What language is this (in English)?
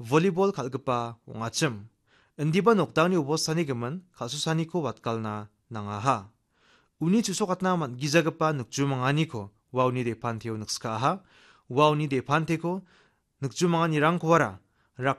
Garo